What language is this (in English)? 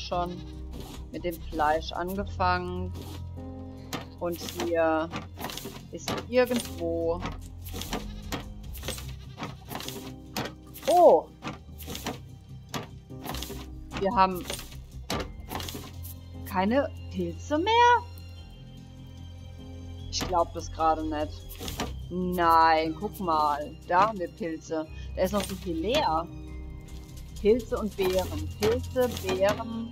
German